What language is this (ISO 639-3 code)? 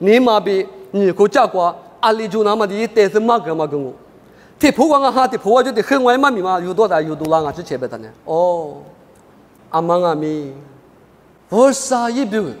lis